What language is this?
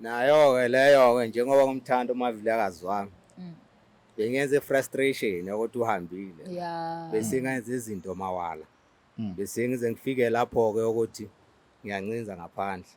Zulu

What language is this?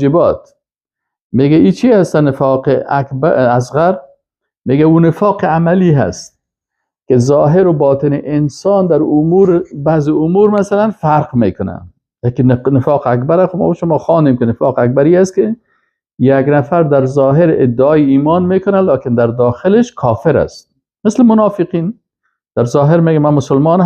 Persian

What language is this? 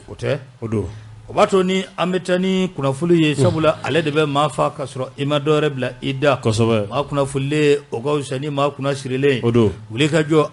Bambara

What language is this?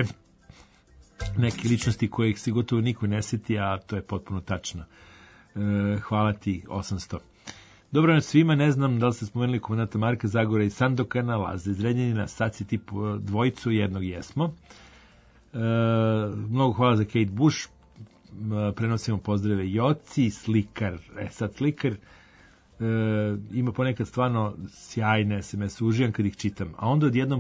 Serbian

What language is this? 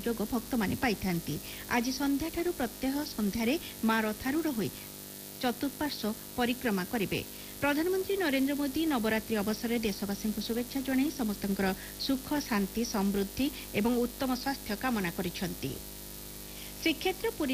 Odia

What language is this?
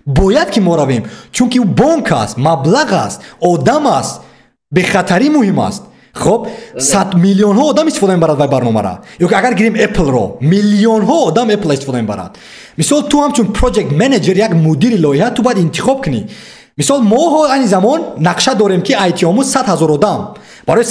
Tajik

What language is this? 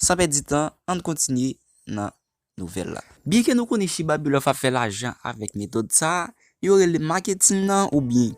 Haitian Creole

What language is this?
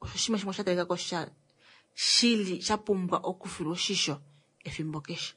Kuanyama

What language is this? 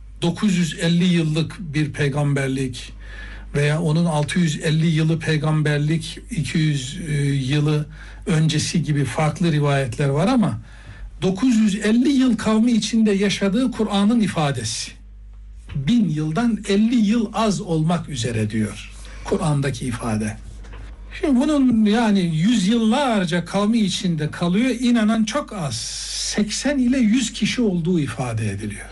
Turkish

